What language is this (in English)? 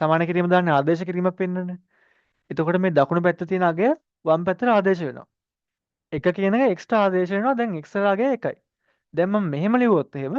Sinhala